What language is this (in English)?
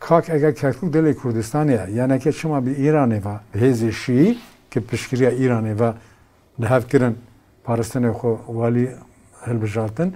Kurdish